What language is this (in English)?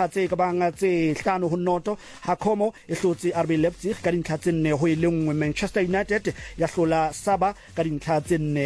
Southern Sotho